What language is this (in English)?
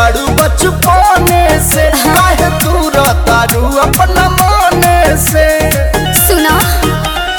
Bhojpuri